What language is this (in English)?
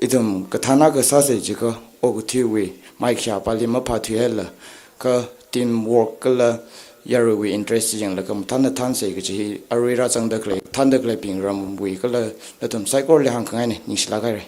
Tangkhul Naga (India)